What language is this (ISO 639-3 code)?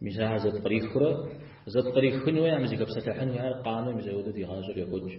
kbd